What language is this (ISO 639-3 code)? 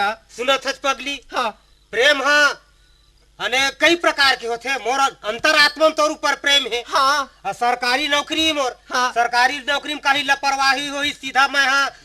hne